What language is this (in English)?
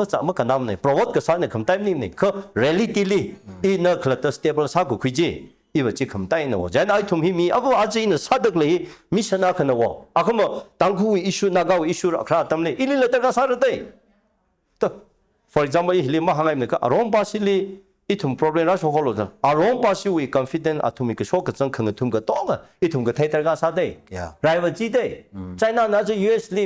Tangkhul Naga (India)